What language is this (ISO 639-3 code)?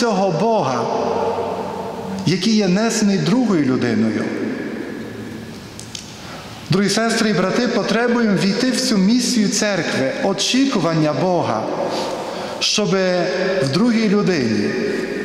ukr